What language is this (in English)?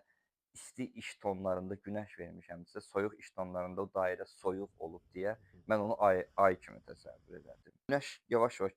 Azerbaijani